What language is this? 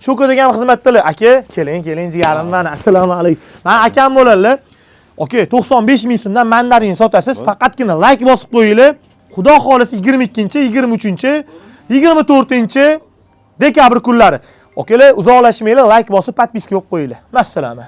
Uzbek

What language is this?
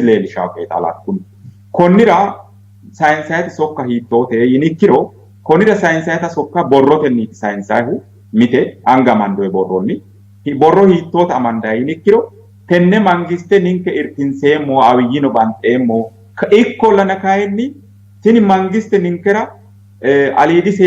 Sidamo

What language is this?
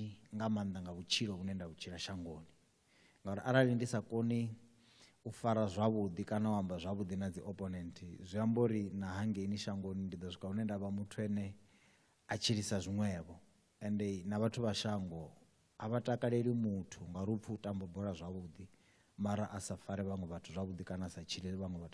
Venda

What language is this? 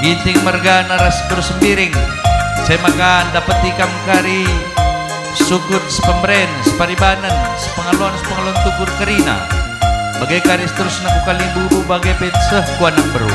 Batak Karo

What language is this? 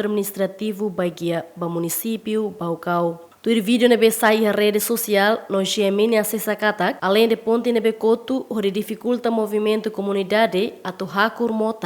Tetum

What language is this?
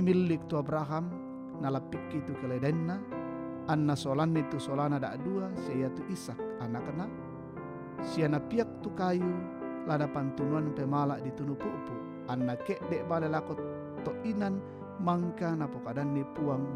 Toraja-Sa'dan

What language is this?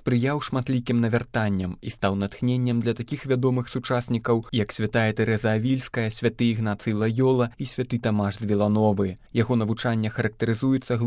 Belarusian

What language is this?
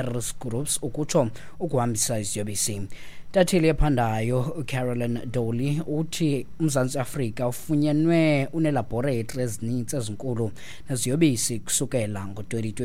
Xhosa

